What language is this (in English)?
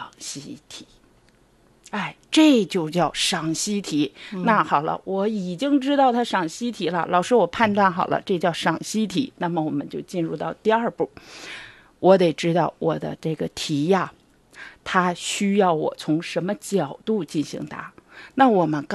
Chinese